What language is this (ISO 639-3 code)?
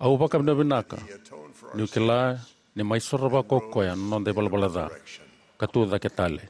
fij